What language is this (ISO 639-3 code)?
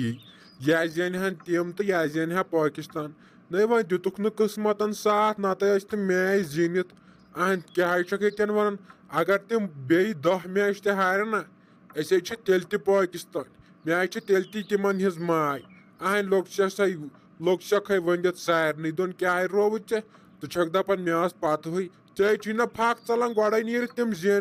kas